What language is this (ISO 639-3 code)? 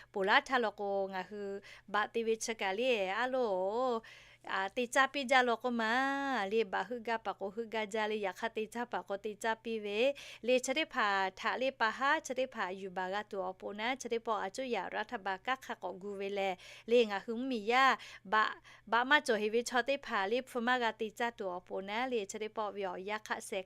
lhu